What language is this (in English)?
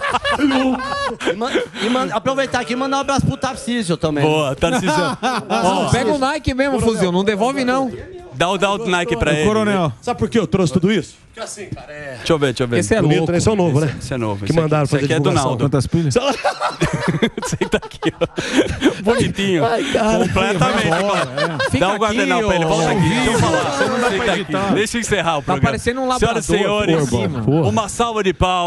Portuguese